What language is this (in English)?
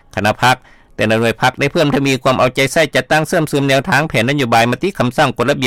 Lao